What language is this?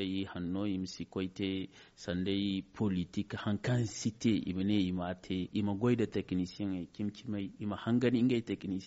Zarma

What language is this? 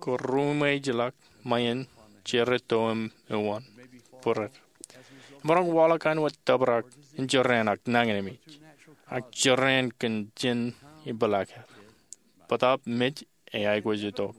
Marshallese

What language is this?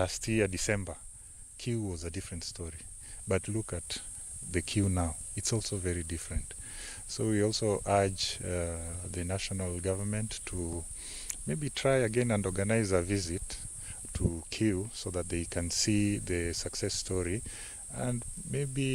Kamba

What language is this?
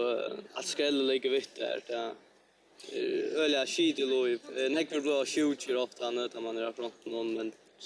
Faroese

